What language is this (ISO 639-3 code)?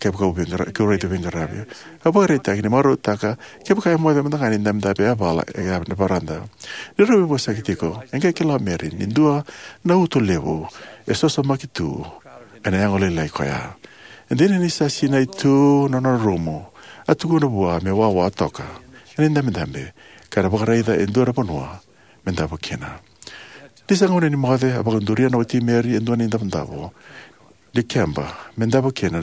fij